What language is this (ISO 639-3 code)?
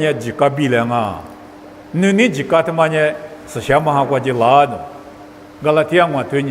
lis